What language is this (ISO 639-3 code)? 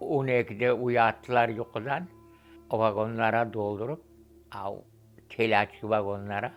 crh